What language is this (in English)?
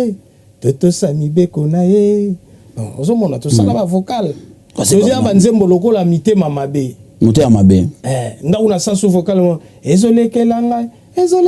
Lingala